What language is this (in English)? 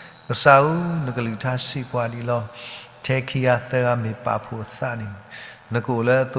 S'gaw Karen